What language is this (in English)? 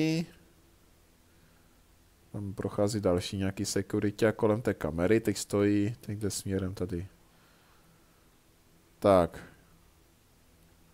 Czech